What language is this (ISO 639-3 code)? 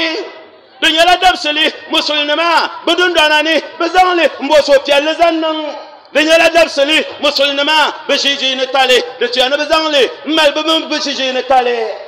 dag